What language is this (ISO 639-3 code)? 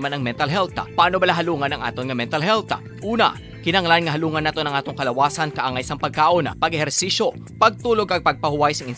hil